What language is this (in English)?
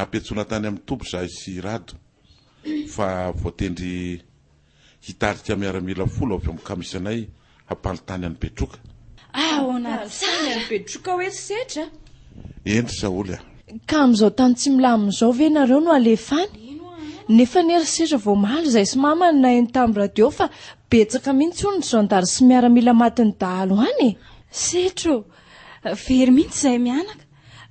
Malagasy